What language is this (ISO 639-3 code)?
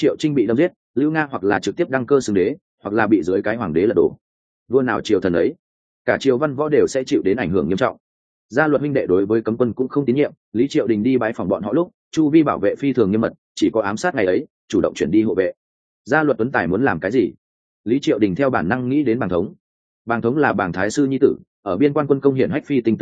vie